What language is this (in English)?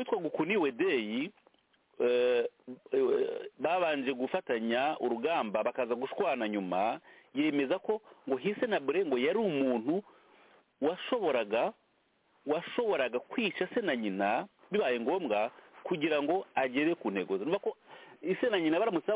Kinyarwanda